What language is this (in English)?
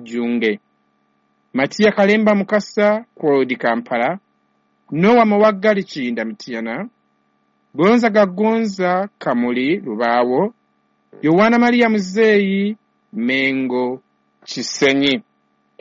Ganda